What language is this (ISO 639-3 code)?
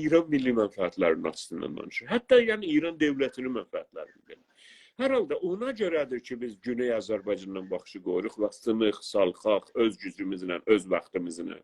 azb